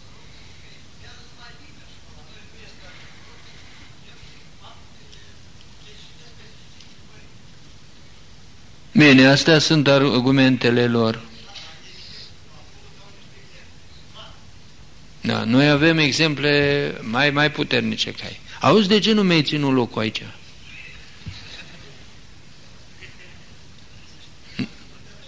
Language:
Romanian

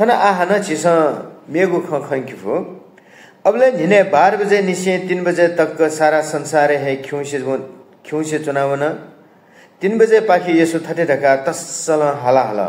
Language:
Newari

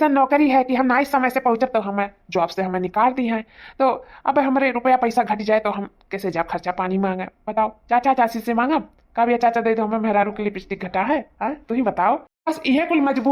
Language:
Awadhi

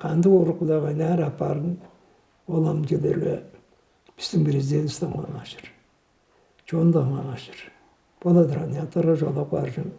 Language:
Tuvinian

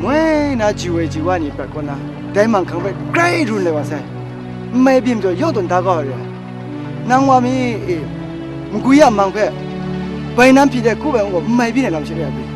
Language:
Kachin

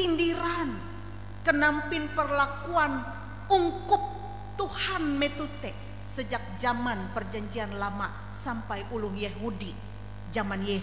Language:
Ngaju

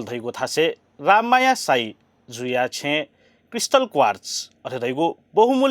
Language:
Newari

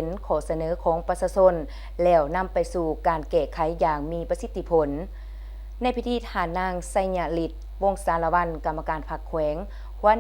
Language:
Lao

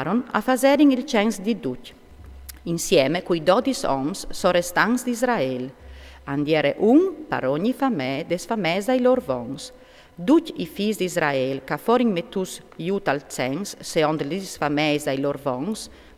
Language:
Friulian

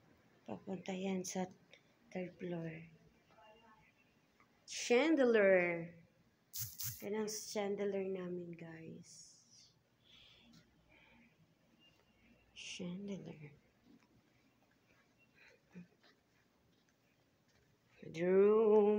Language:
Filipino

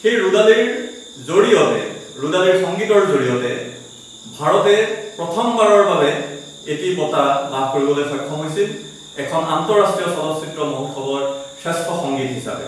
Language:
Assamese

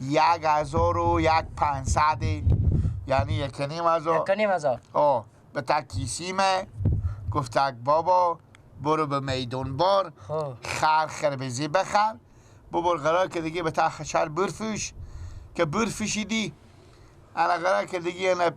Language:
Persian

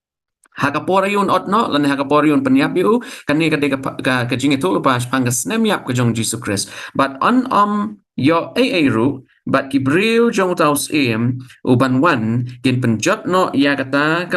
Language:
Khasi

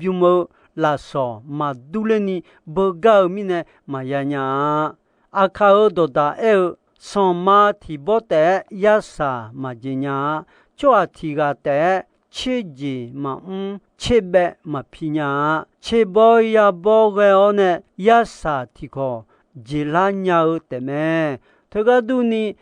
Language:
Akha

